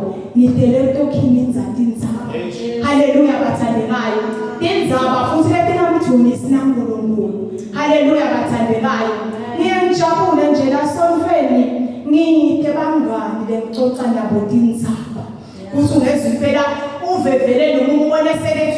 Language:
Zulu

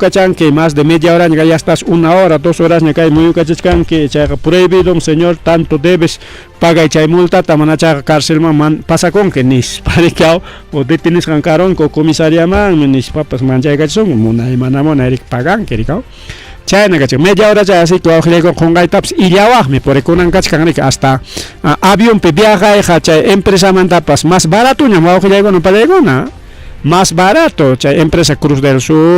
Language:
Ayacucho Quechua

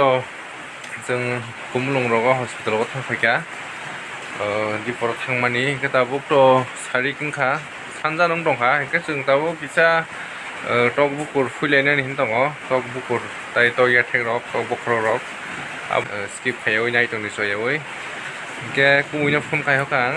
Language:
Kok Borok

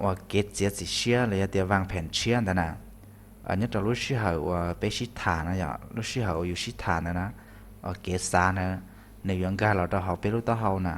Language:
Hmong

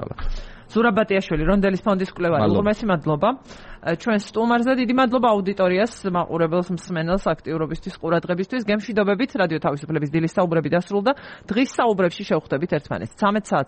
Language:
Georgian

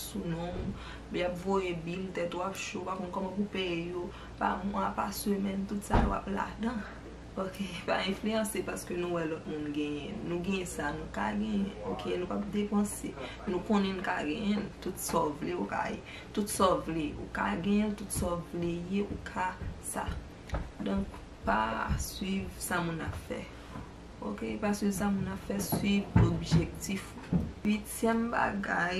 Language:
Haitian Creole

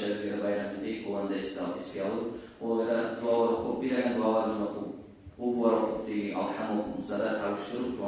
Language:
Kumyk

